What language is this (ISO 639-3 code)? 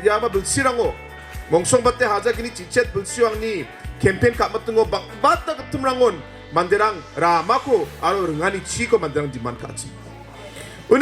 grt